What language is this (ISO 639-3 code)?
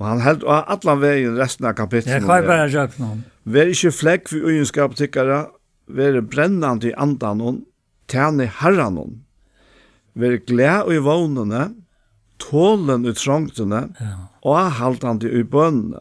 fao